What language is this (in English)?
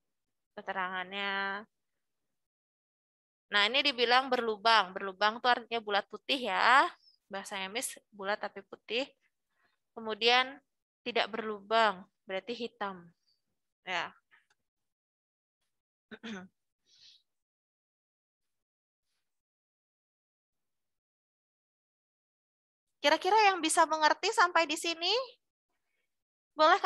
Indonesian